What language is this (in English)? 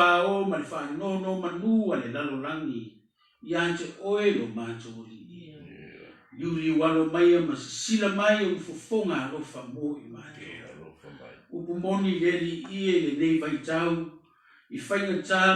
Samoan